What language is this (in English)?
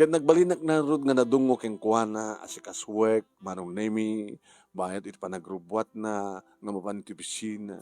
Iloko